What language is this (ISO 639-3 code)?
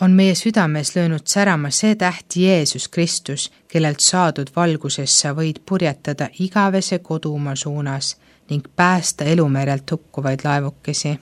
est